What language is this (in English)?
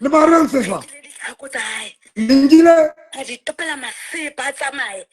Southern Sotho